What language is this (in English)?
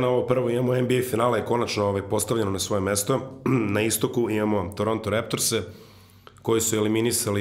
Serbian